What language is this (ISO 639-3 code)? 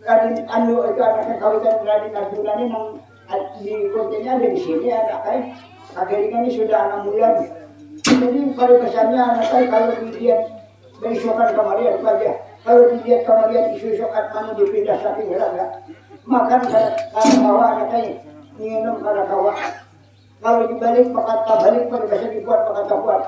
bjn